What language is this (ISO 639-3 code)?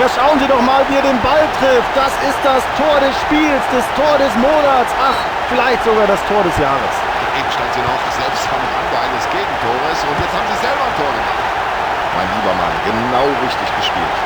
bar